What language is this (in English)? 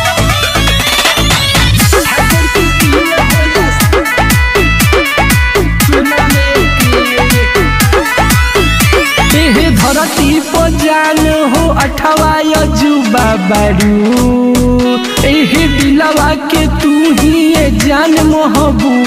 Bhojpuri